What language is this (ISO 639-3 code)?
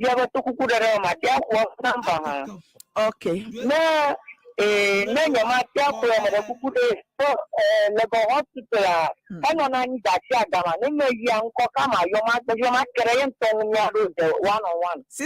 ewe